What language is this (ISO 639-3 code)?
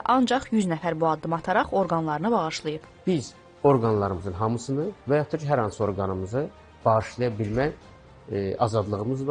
aze